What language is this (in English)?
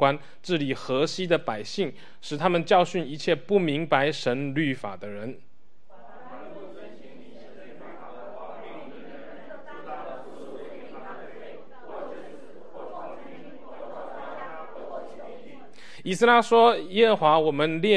Chinese